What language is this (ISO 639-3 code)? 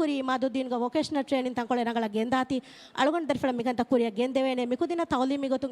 div